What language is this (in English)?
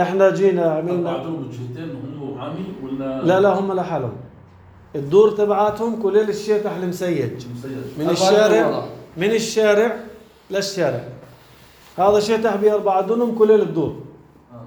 North Levantine Arabic